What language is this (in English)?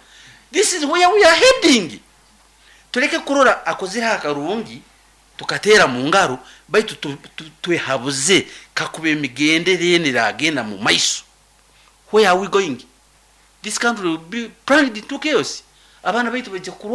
Nyoro